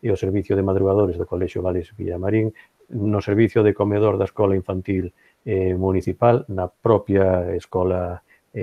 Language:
Galician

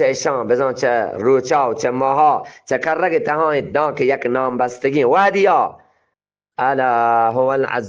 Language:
Eastern Balochi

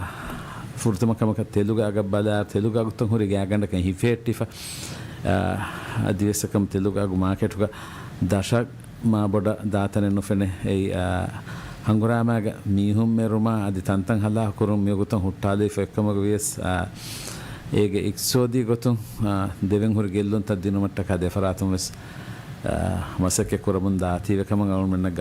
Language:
Divehi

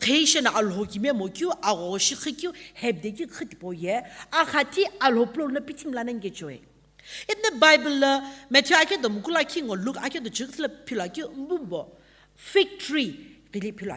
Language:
Sumi Naga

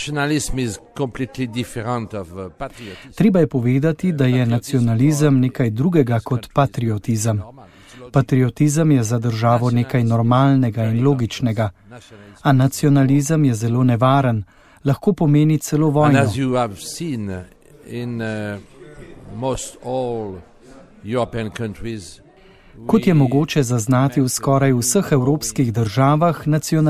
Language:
Slovenian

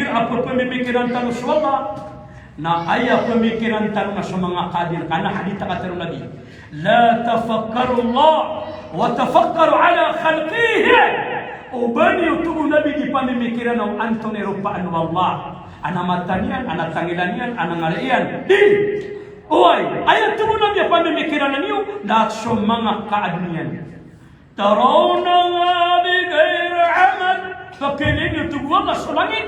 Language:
Maranao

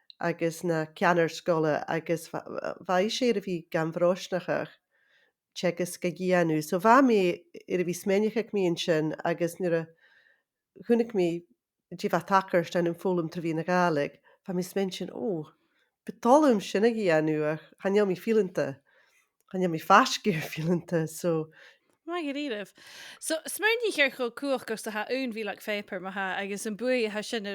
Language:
Scottish Gaelic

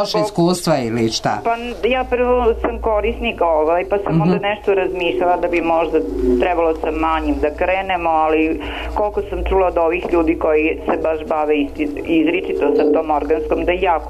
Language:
Serbian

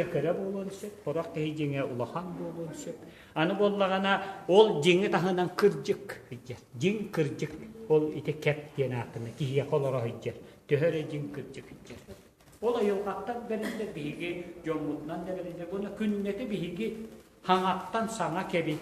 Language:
Yakut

